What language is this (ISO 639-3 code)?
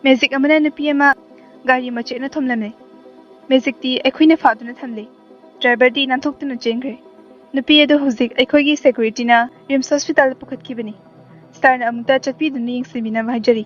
mni